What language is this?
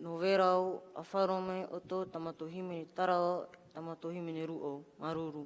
Tahitian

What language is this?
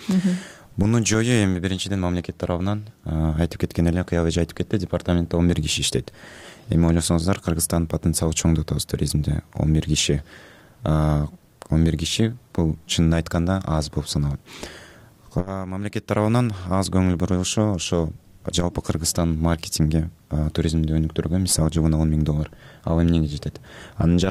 Kyrgyz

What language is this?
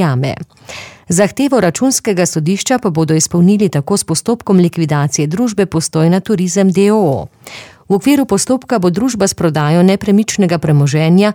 Slovenian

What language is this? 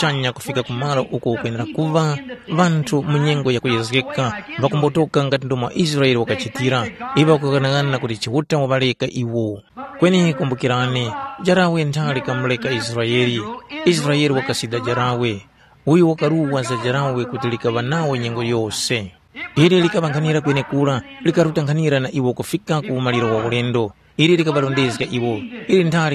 Tumbuka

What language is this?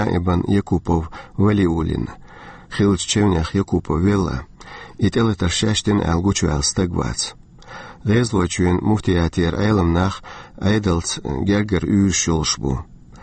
Chechen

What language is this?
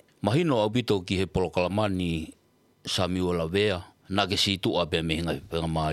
Tongan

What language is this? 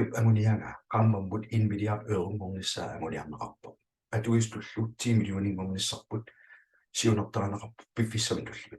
Kalaallisut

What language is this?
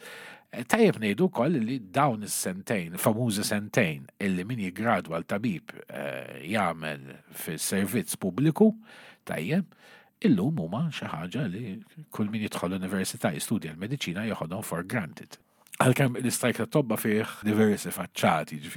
Maltese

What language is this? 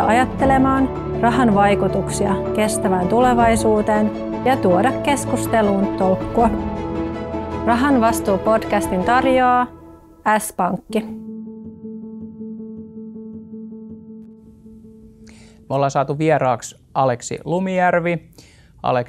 Finnish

